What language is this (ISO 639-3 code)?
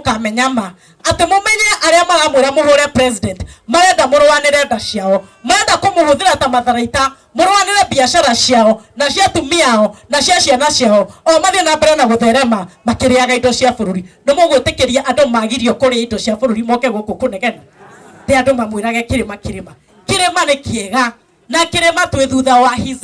kik